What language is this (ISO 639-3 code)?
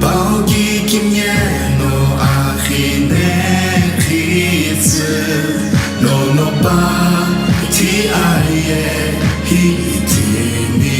nsm